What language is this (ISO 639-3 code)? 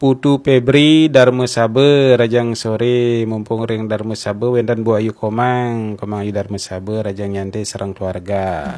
ban